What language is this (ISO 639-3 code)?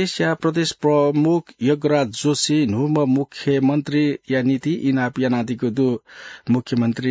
new